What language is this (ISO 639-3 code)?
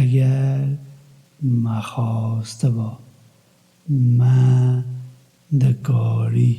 kur